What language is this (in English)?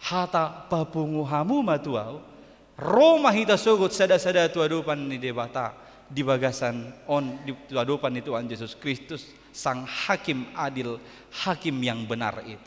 Batak Toba